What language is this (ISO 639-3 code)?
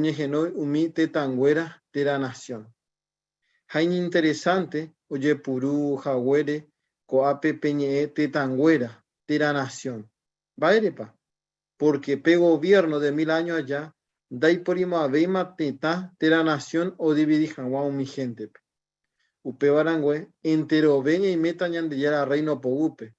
grn